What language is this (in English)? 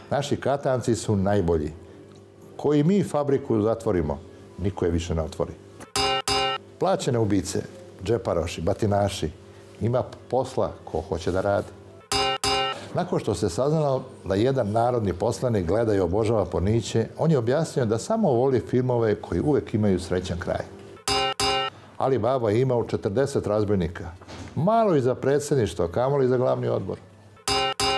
Serbian